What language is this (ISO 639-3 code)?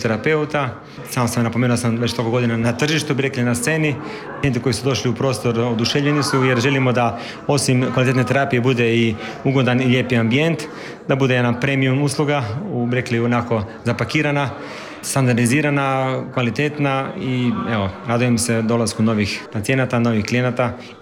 hrv